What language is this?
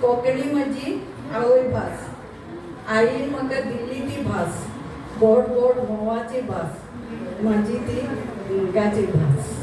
Konkani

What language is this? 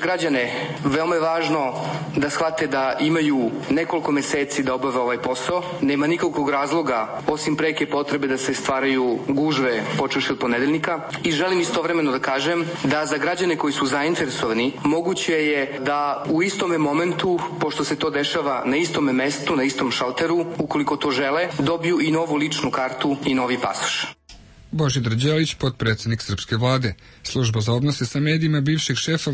Serbian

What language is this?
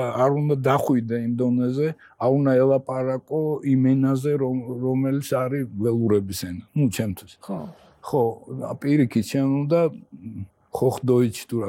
Georgian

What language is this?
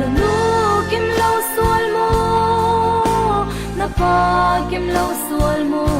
Falam Chin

